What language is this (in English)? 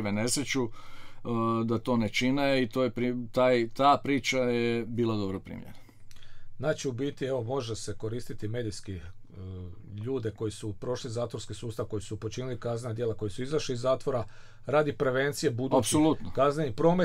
Croatian